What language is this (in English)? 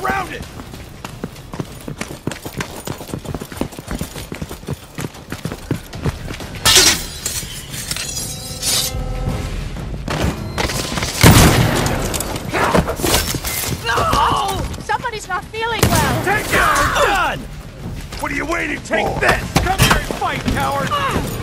English